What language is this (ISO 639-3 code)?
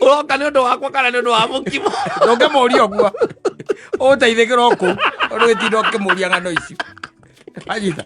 kik